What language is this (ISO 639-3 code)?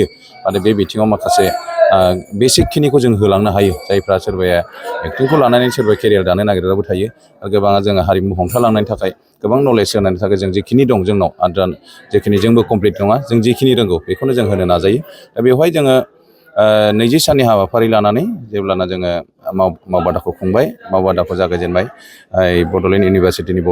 brx